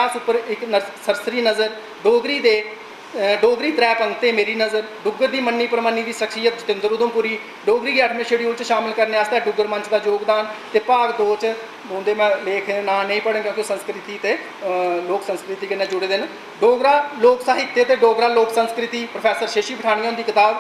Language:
Dogri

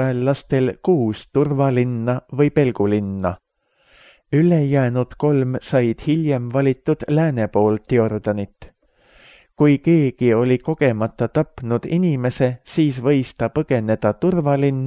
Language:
Estonian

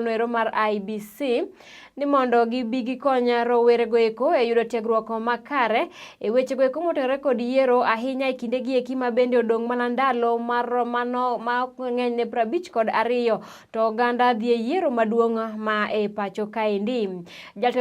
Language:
Luo (Kenya and Tanzania)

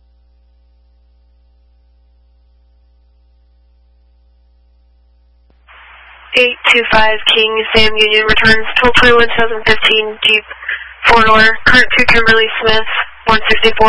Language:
English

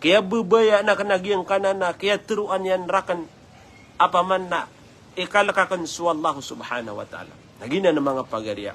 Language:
Maranao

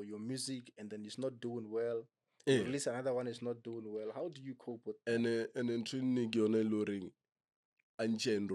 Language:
Northern Sotho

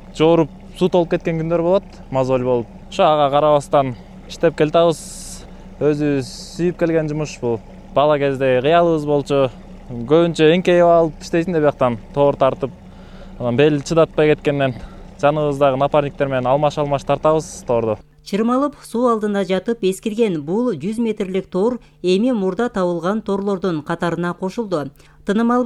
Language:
Kyrgyz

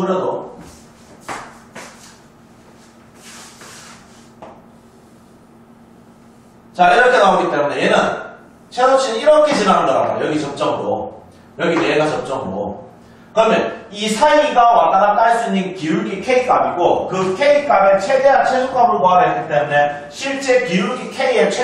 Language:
Korean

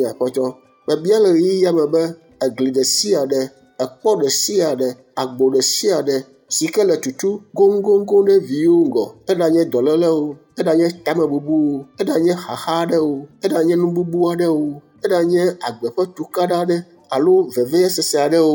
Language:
Ewe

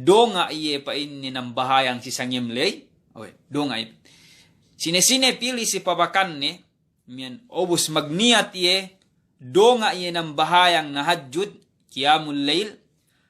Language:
Yakan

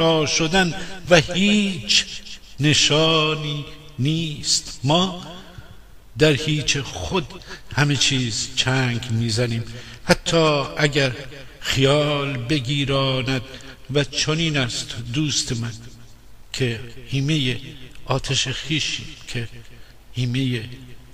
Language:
Gilaki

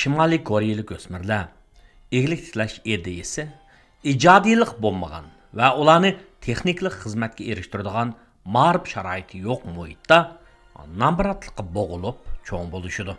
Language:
Uyghur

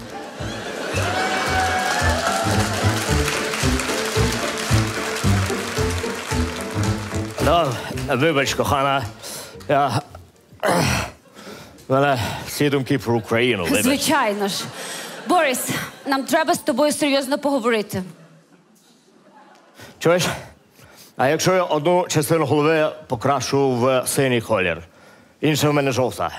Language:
Ukrainian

